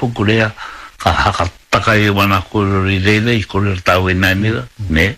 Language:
Māori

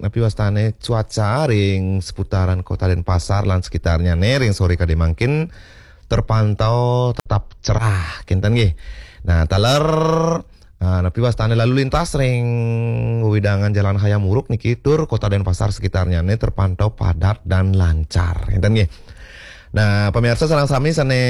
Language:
Balinese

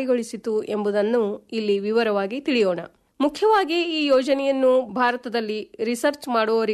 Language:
Kannada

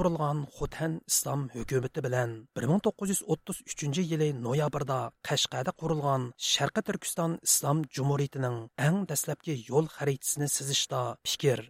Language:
Uyghur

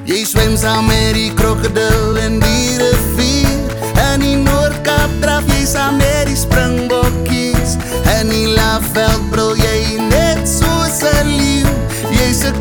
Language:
Afrikaans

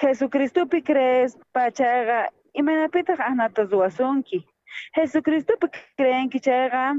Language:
South Bolivian Quechua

